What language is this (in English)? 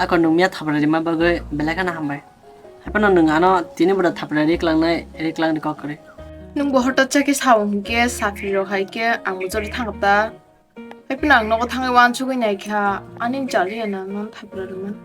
Kok Borok